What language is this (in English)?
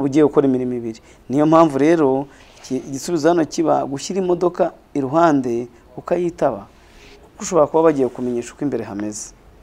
Kinyarwanda